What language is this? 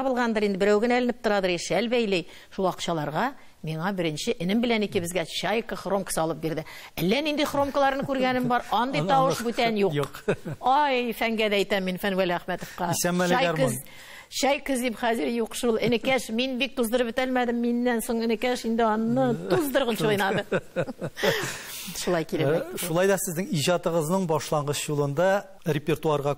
Tatar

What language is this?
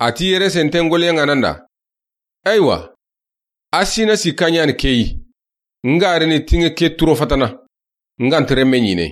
Soninke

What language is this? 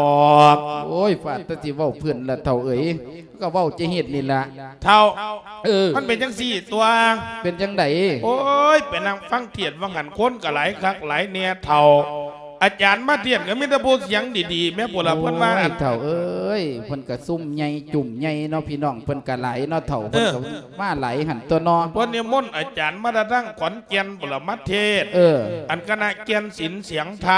Lao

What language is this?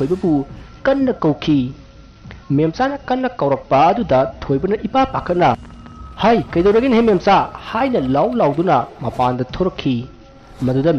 Manipuri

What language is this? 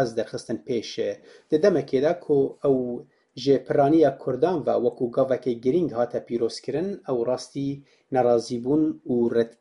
Kurdish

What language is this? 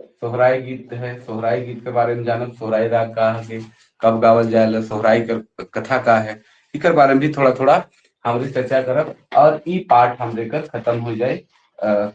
Sadri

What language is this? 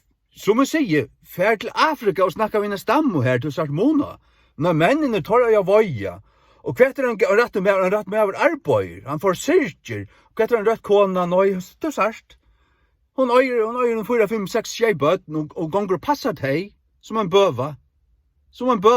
Faroese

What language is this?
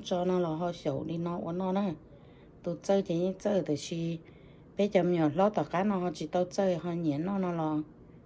Hmong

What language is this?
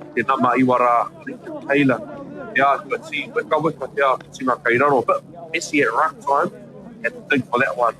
Māori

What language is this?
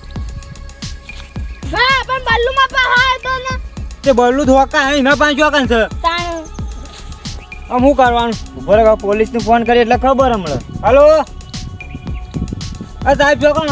Gujarati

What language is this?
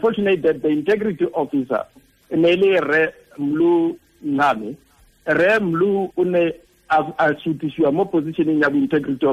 Tswana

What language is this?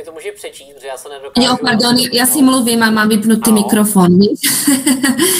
Czech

